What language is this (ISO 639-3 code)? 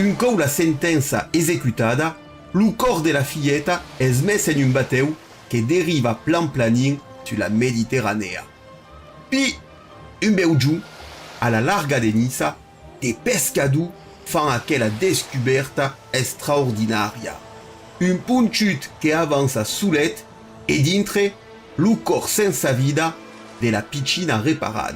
oci